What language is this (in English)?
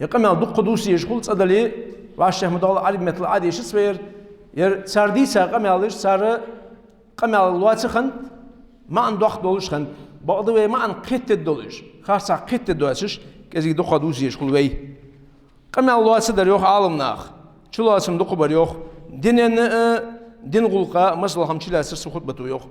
Ingush